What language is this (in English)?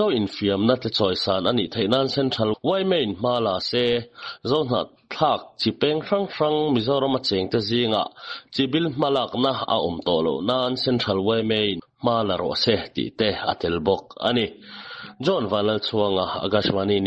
Mizo